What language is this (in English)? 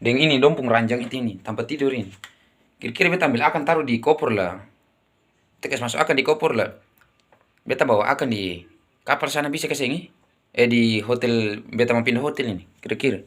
Ambonese Malay